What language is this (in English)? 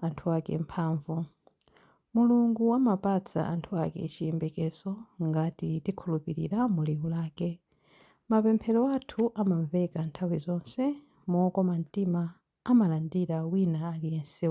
Nyanja